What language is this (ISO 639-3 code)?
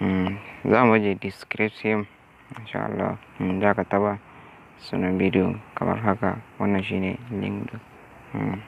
hau